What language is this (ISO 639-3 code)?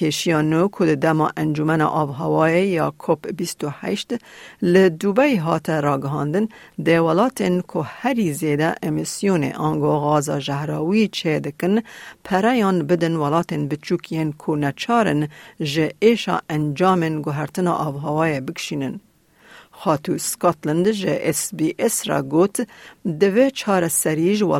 kur